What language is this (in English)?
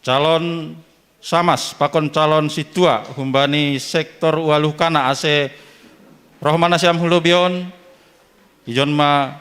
Batak Simalungun